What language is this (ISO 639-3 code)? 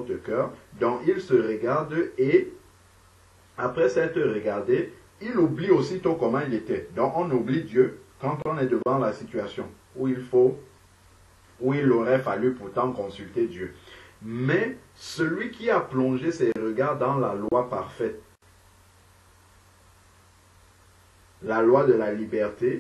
fra